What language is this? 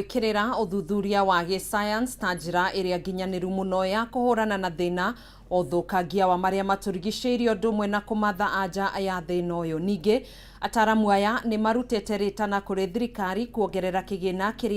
Kikuyu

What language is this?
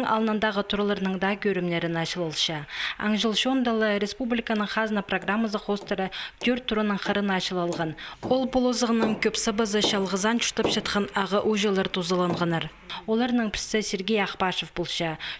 Khakas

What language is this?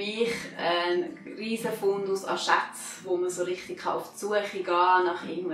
Swiss German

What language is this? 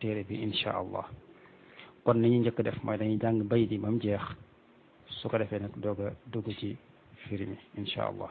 Wolof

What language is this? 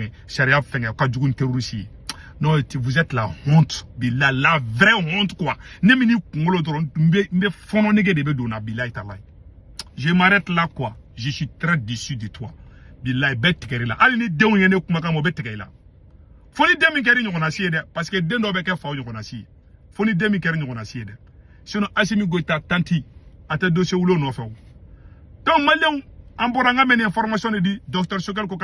Bambara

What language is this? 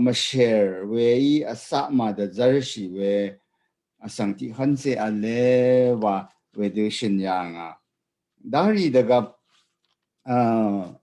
Rawang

